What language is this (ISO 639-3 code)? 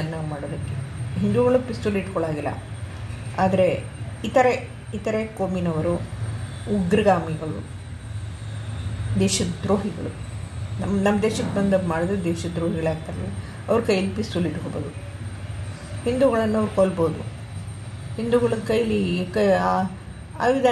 kan